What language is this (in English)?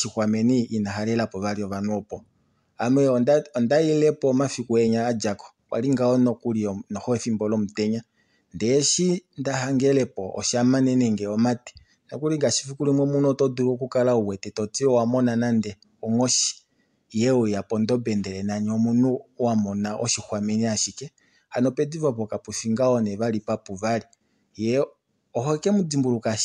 Kuanyama